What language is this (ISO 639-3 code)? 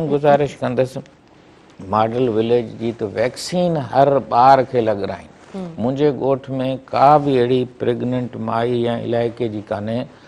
snd